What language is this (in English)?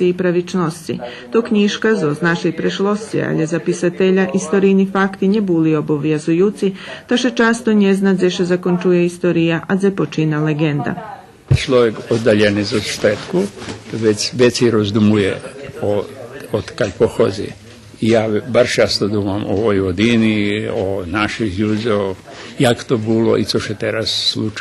Rusyn